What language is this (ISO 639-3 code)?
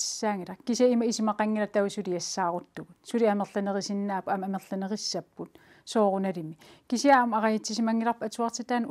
kal